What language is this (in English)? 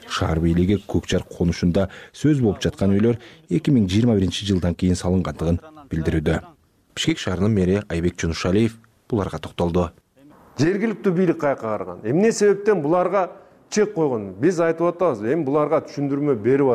Kyrgyz